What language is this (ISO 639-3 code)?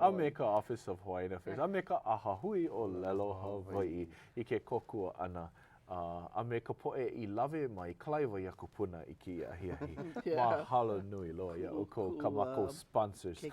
haw